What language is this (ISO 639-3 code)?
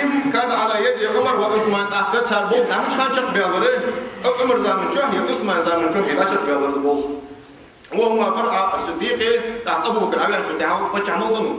inh